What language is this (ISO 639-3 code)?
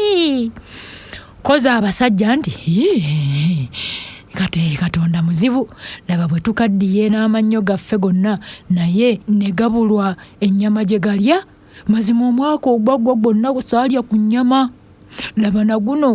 lug